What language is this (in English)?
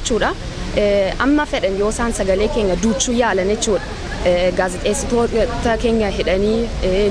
Oromo